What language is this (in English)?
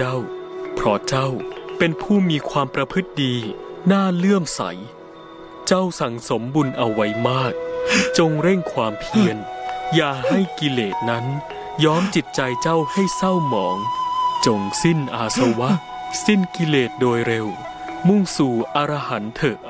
Thai